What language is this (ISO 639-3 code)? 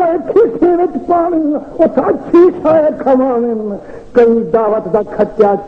skr